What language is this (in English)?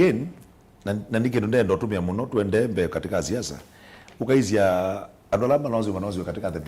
Kamba